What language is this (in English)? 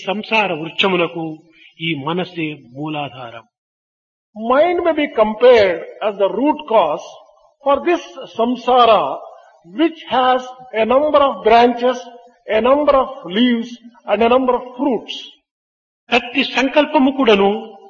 Telugu